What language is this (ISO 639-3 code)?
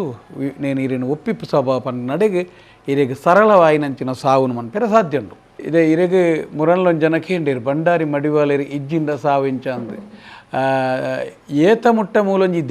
tcy